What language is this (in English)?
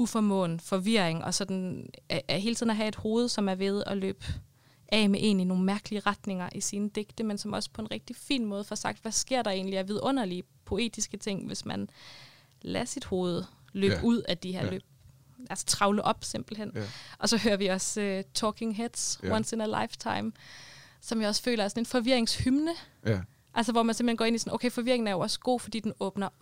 Danish